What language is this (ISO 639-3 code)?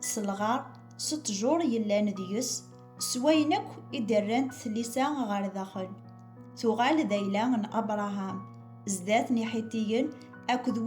kab